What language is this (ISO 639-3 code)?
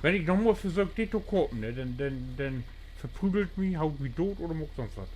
nds